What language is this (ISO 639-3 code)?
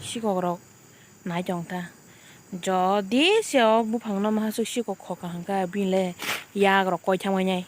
trp